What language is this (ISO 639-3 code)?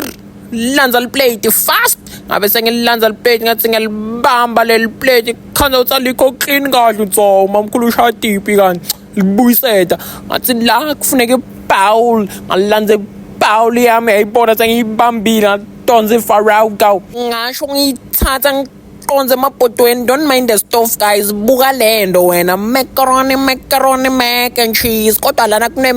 zul